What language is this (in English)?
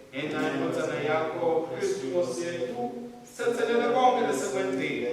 Swati